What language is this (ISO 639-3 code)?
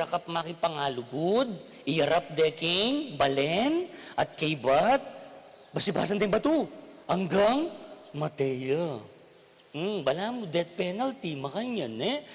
pam